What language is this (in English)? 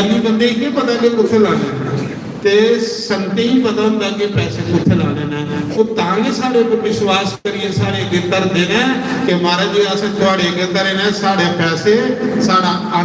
Dogri